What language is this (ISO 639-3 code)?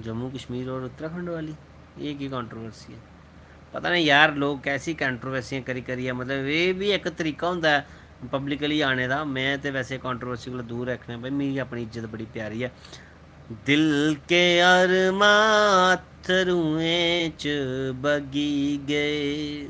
doi